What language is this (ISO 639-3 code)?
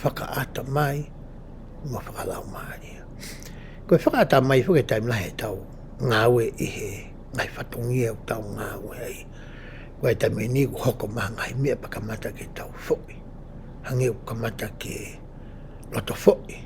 ton